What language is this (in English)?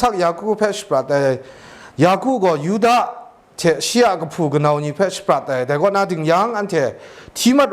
Kachin